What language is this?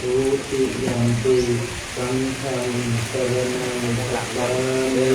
Pali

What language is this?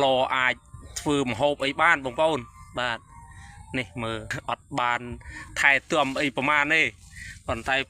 Khmer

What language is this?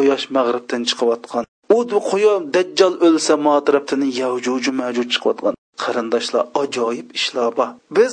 Uyghur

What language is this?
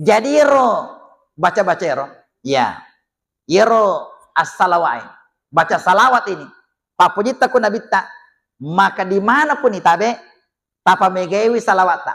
Buginese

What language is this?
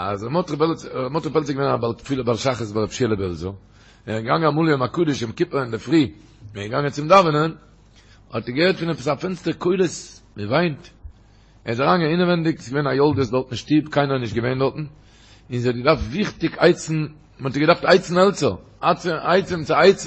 Yiddish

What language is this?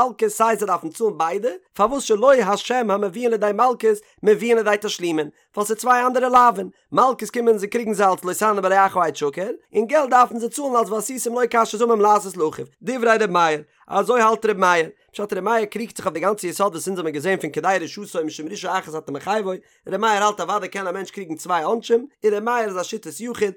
Yiddish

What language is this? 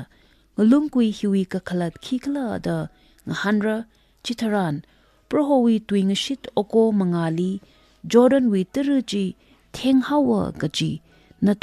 Tangkhul Naga (India)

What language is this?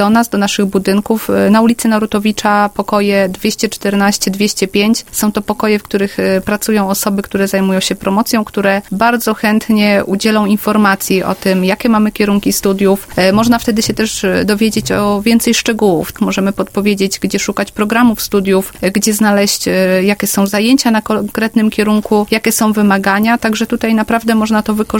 Polish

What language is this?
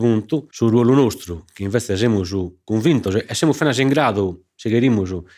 Sardinian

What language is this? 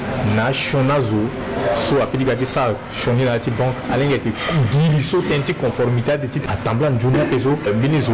Sango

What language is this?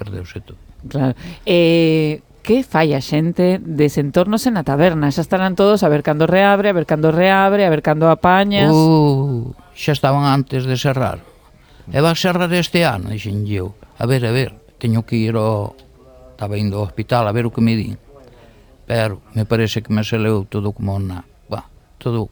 Galician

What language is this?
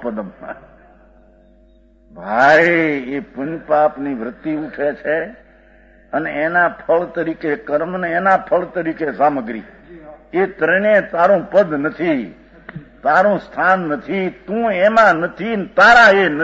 Gujarati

